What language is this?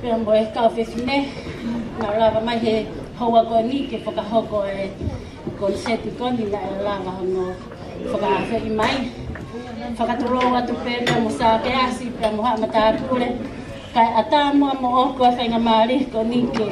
Tongan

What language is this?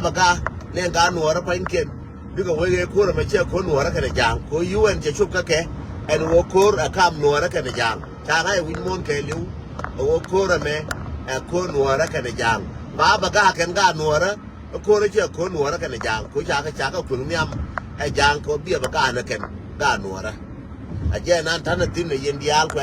Nuer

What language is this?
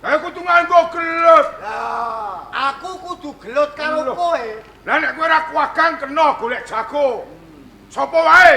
Javanese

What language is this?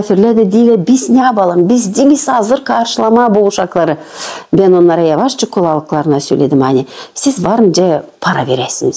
Gagauz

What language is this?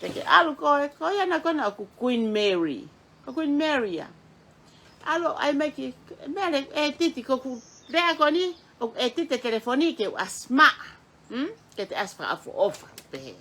Tongan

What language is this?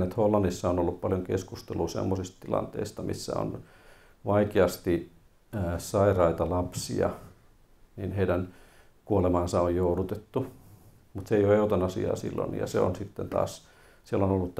Finnish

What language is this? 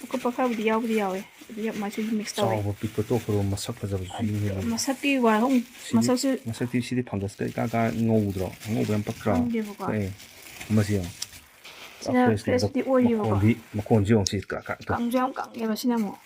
Manipuri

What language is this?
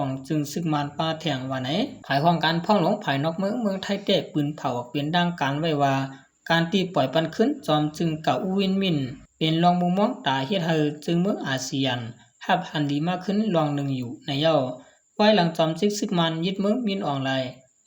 Shan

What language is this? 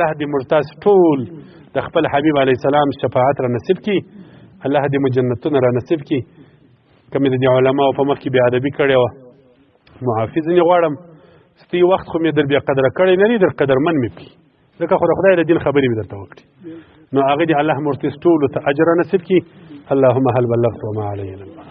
Pashto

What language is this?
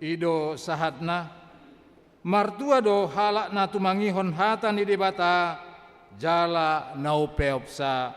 Batak Toba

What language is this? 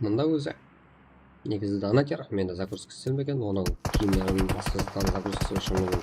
Kara-Kalpak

